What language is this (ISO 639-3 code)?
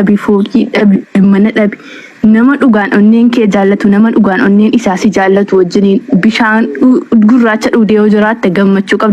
orm